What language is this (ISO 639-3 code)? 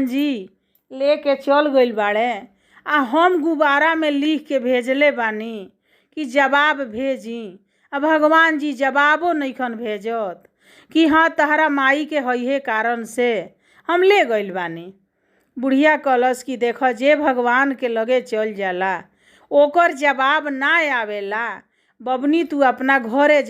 bho